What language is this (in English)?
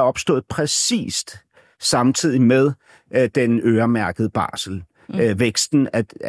Danish